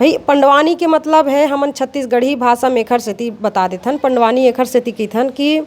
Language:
Chhattisgarhi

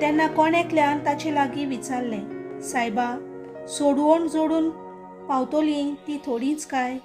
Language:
Konkani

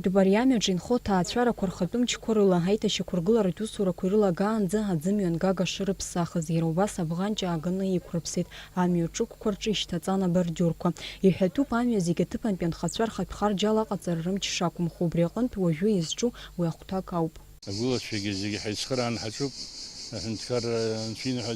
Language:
Abkhazian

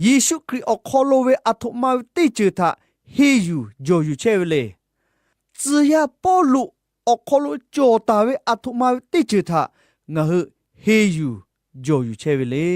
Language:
Lahu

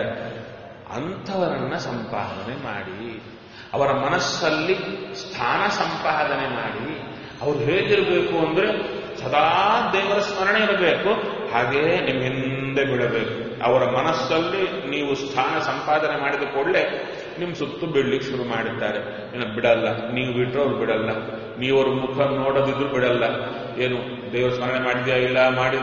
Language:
Kannada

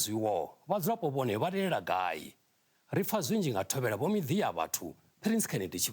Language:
Venda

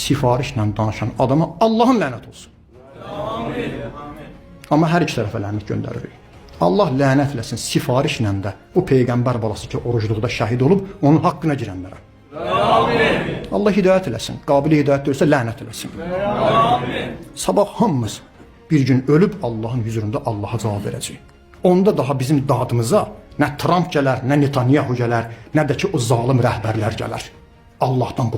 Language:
Azerbaijani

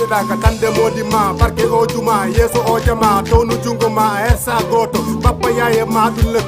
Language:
Fula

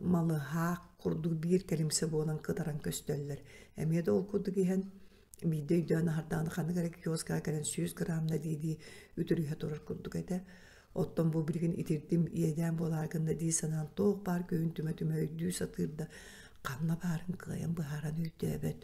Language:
Yakut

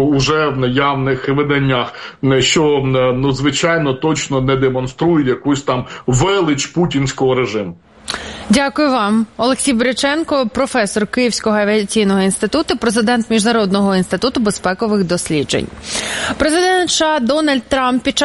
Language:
Ukrainian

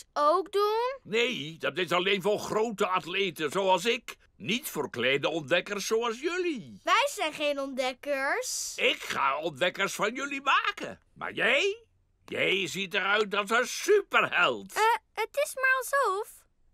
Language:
Dutch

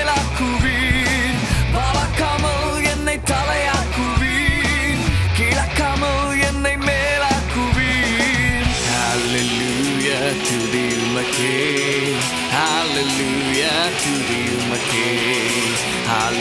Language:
Tamil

